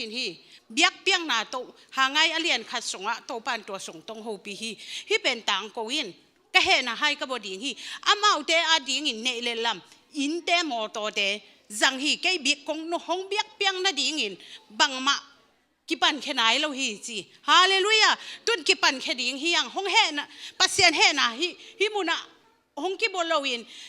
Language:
Tedim Chin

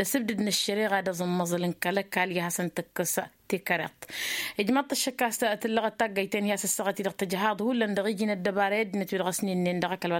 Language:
Tamasheq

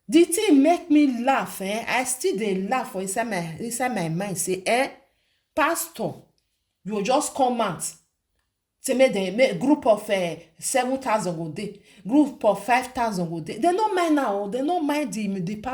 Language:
Nigerian Pidgin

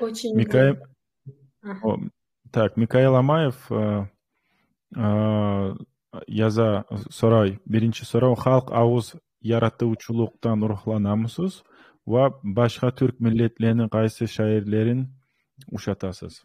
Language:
Kumyk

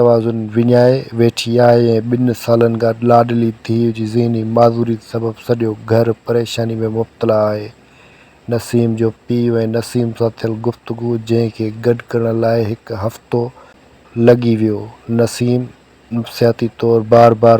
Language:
Sindhi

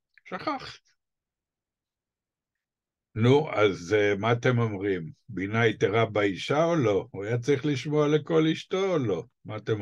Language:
Hebrew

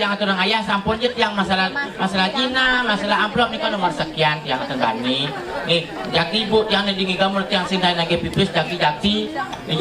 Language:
Balinese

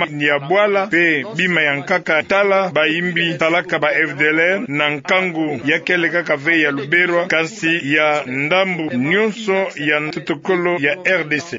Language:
Kituba (Democratic Republic of Congo)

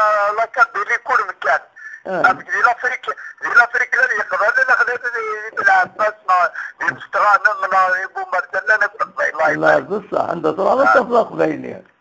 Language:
Kabyle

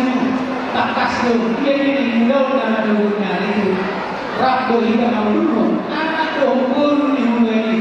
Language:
Batak Toba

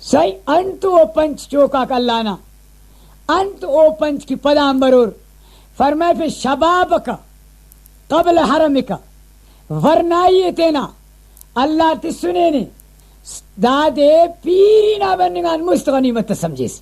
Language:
Brahui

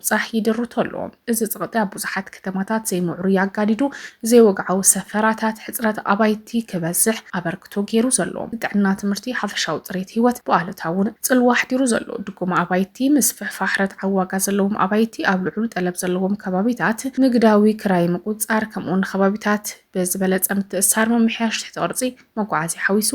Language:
Tigrinya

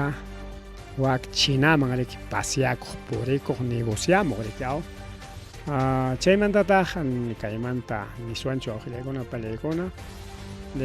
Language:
Ayacucho Quechua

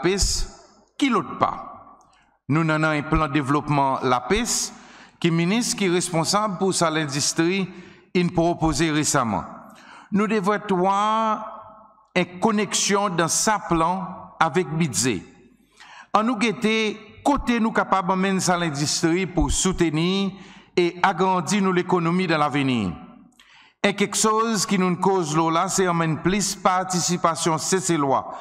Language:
Seselwa Creole French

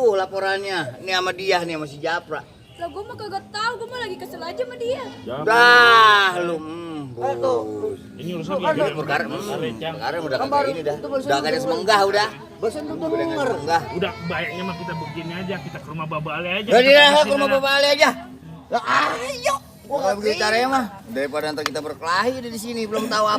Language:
Betawi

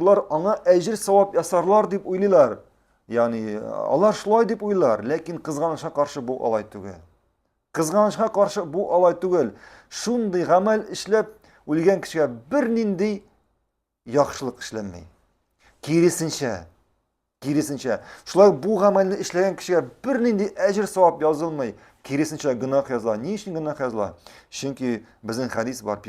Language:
Tatar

